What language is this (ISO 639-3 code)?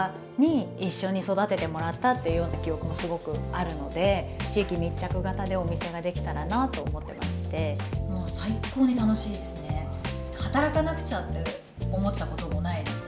jpn